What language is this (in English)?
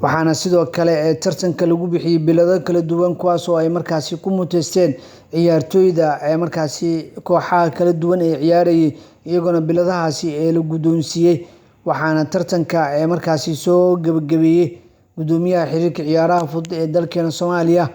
Somali